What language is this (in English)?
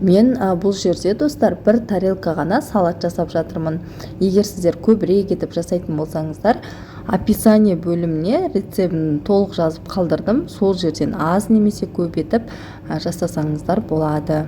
Kazakh